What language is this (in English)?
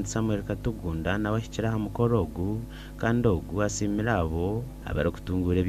Nyankole